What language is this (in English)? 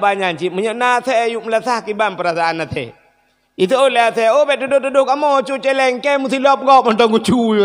Achinese